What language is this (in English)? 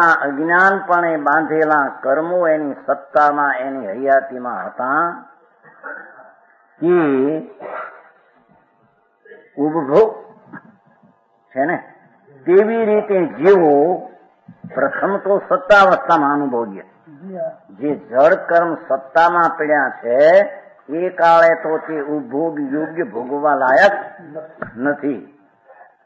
Gujarati